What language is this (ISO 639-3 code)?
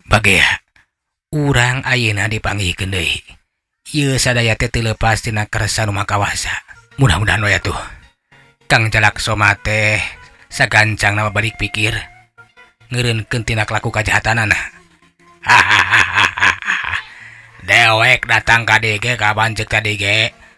sun